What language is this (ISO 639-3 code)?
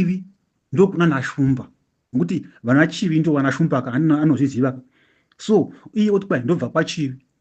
sna